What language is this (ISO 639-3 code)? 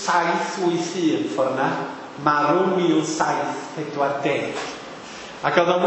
cym